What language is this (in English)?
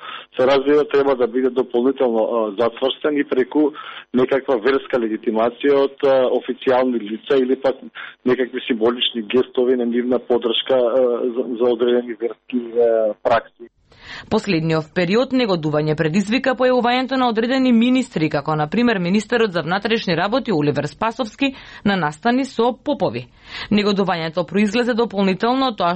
Macedonian